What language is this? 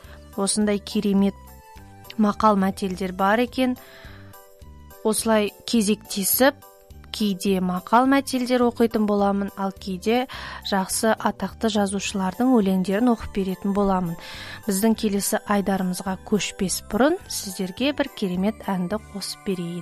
Kazakh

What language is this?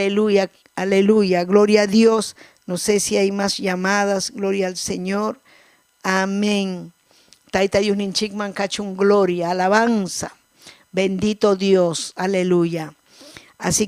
Ayacucho Quechua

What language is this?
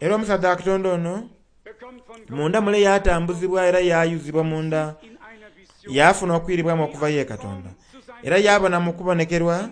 Soga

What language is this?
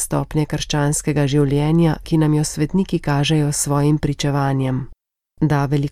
Slovenian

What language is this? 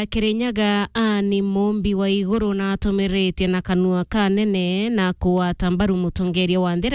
Meru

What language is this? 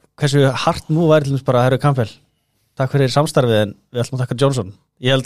Icelandic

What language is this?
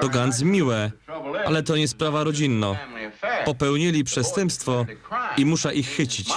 Silesian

